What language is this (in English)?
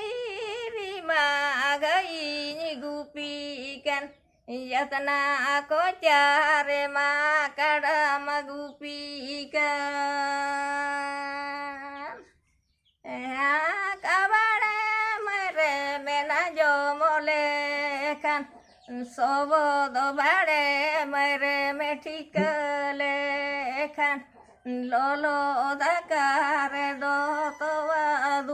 Santali